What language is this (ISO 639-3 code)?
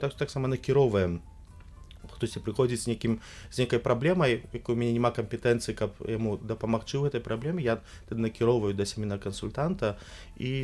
bel